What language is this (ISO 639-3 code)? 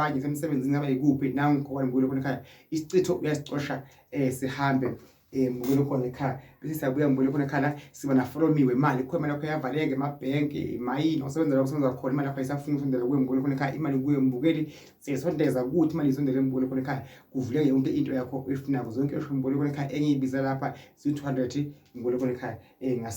zul